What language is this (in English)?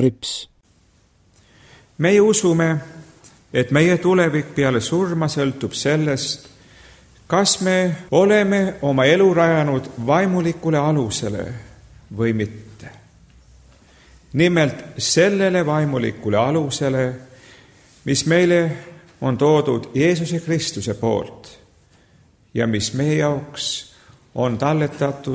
Estonian